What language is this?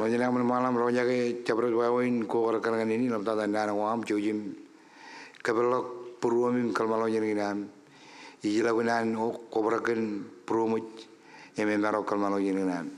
Marshallese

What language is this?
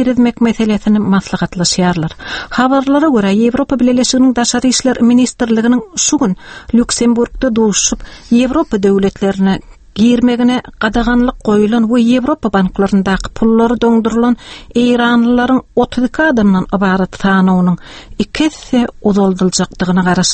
Turkmen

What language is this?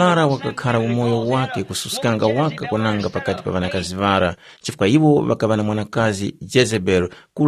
Tumbuka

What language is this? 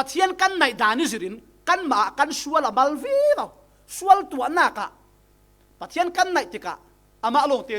Falam Chin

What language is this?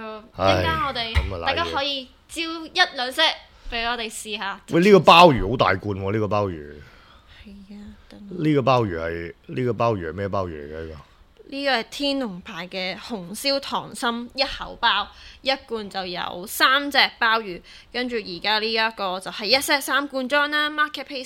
Cantonese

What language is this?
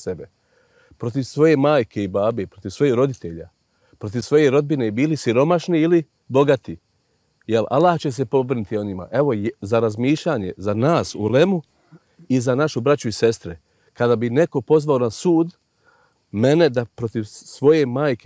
Bosnian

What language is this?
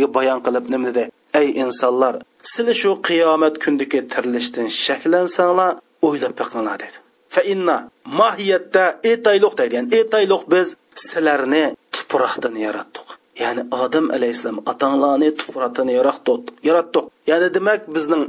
Uyghur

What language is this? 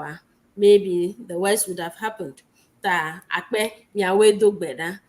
Ewe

